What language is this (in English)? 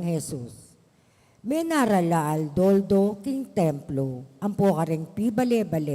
Pampanga